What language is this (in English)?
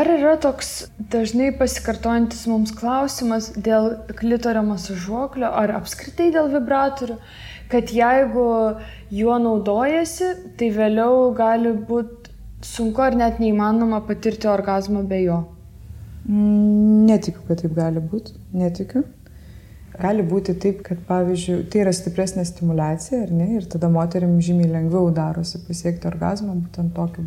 Lithuanian